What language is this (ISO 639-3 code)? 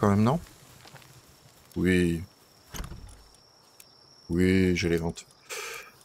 fra